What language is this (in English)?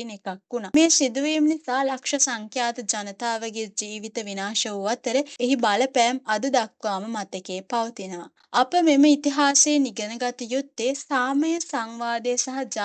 Sinhala